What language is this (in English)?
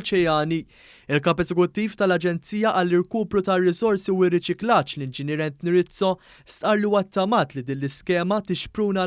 Maltese